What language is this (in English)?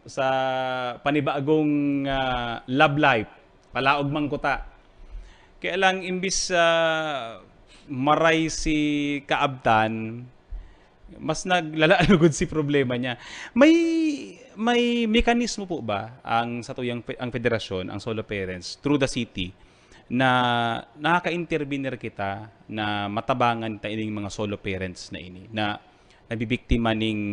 Bikol